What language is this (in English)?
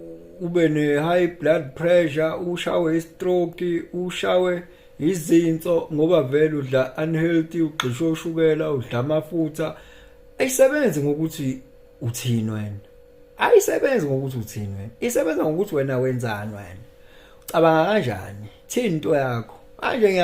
Zulu